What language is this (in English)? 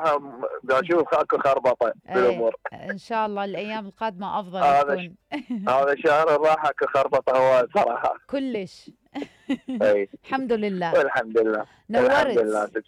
Mesopotamian Arabic